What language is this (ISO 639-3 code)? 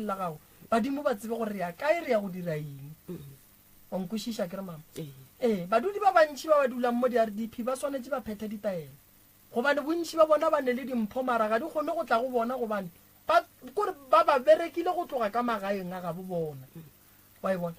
nso